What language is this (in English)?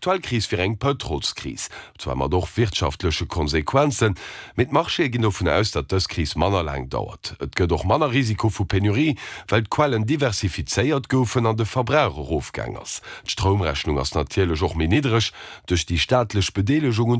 Luxembourgish